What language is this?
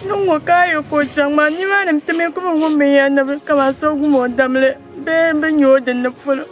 Dagbani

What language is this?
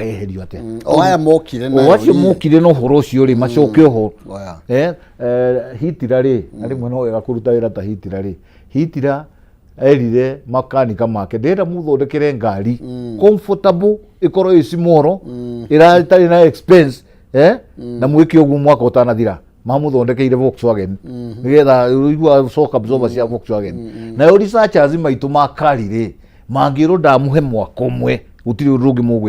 Kikuyu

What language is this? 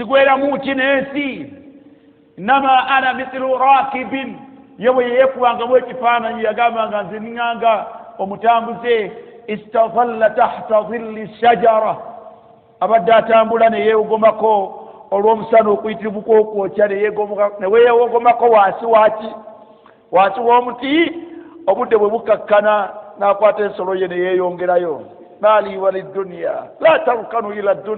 Ganda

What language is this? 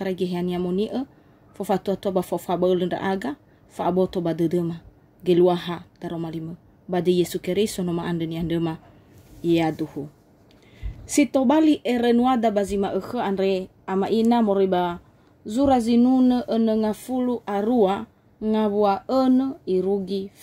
Nias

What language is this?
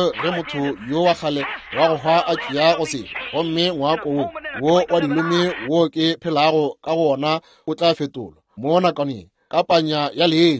Northern Sotho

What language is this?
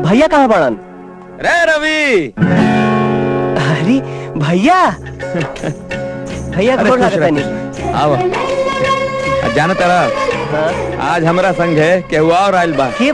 Bhojpuri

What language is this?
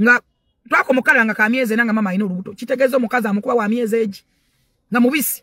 Ganda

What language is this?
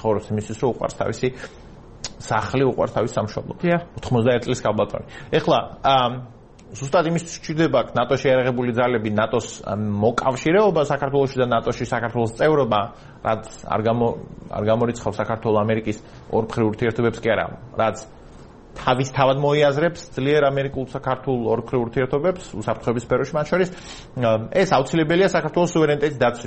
Georgian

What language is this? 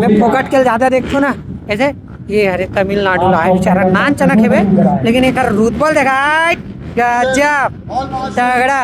Chhattisgarhi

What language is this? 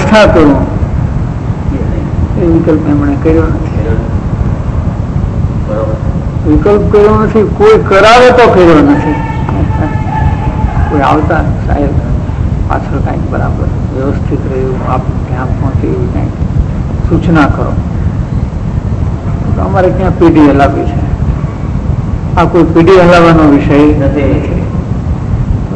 Gujarati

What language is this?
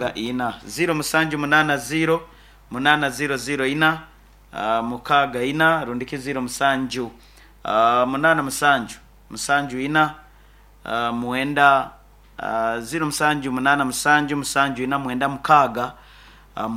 Nyankole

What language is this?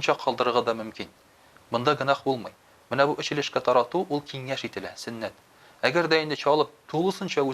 Tatar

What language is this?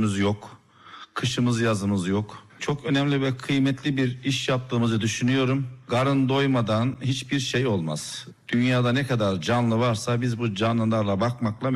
Turkish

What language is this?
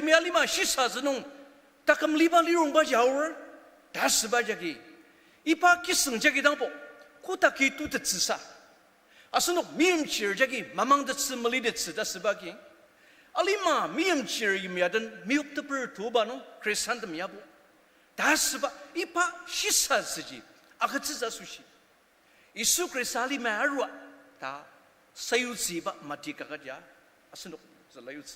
Ao Naga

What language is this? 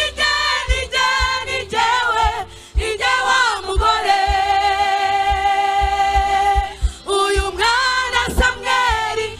Kinyarwanda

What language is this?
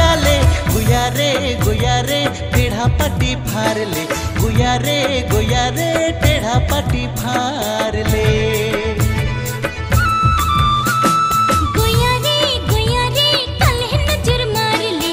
Sadri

